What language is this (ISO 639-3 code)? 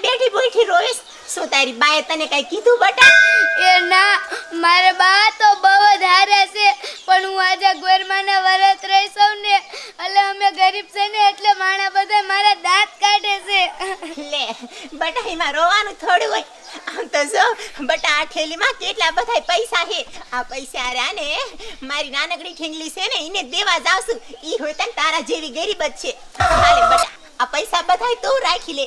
guj